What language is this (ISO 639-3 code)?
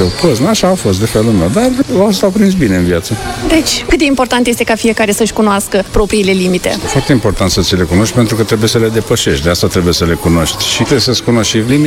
ron